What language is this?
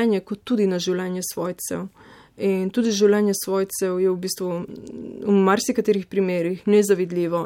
Slovenian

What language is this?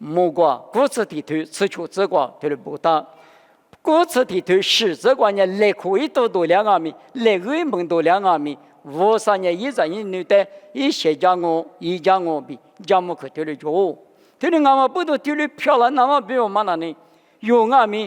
Lisu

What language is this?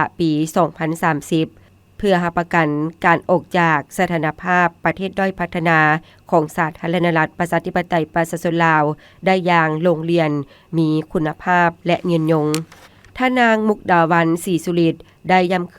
Lao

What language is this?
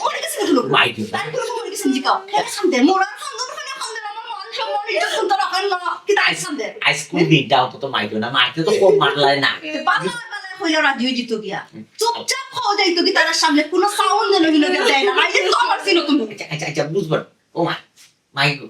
Sylheti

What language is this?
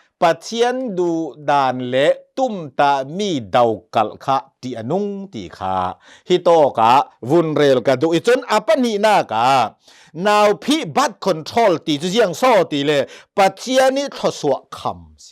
Hakha Chin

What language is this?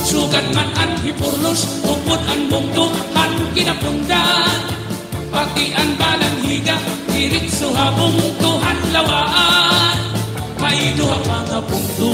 Waray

